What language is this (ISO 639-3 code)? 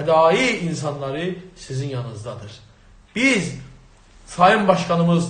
azb